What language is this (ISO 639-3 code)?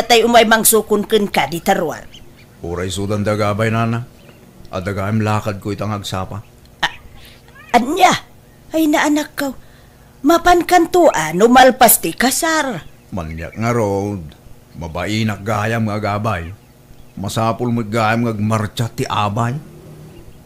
ilo